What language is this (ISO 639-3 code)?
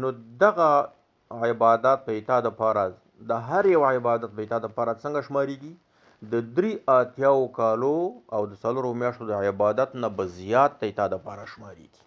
pus